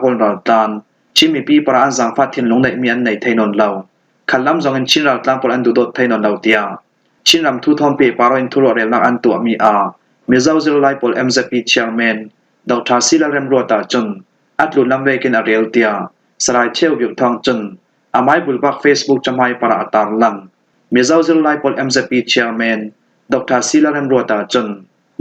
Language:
Falam Chin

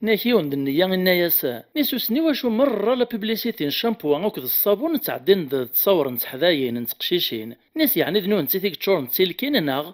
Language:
Kabyle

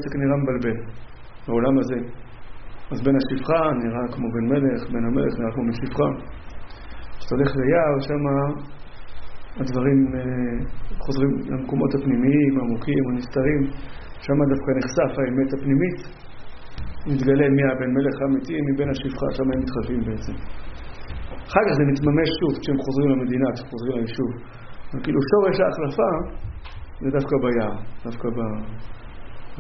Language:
Hebrew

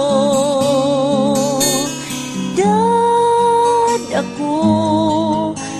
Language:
Filipino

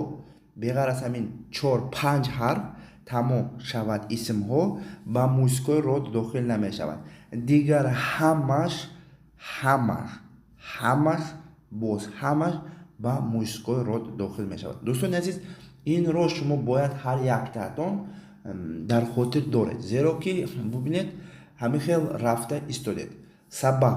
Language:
Tajik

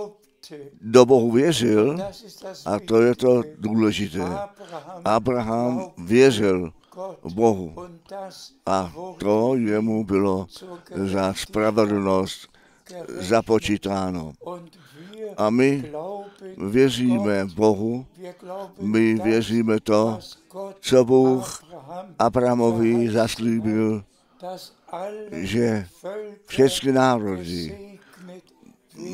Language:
Czech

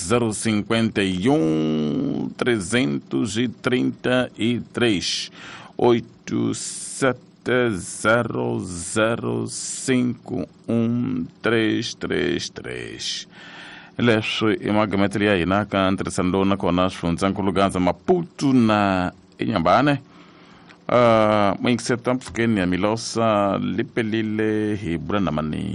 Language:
Tsonga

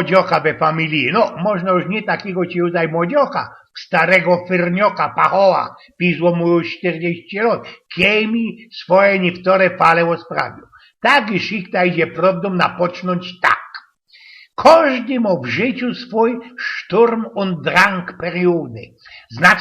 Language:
Silesian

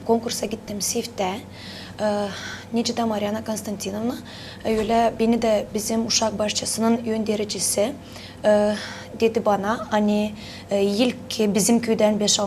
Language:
Gagauz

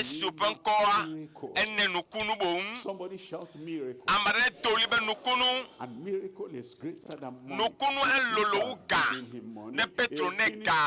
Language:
Ewe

